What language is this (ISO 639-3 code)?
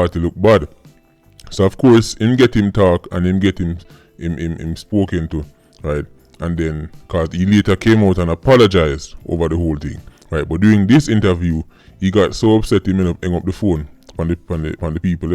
jam